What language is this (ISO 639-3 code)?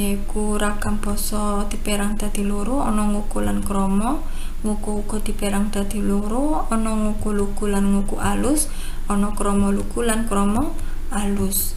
jav